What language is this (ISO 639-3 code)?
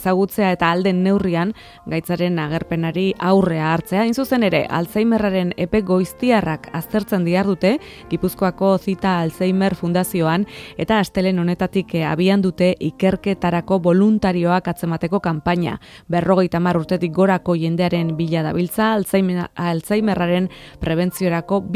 eus